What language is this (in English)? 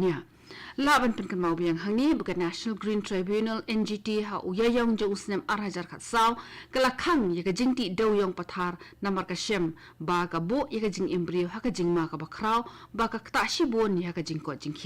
Khasi